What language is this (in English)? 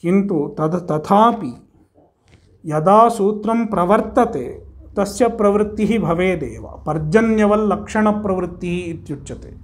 Sanskrit